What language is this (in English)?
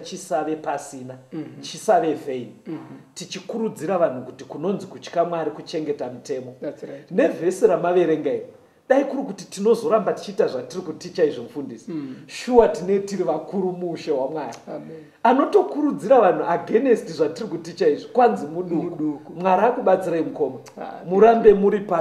Shona